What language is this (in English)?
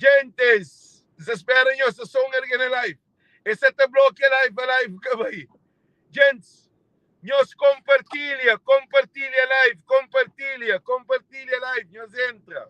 Kabuverdianu